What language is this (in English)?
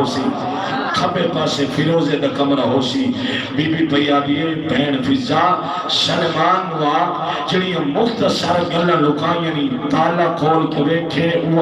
Saraiki